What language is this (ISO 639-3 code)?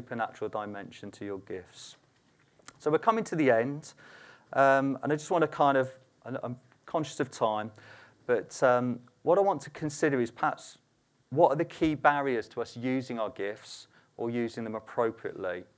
eng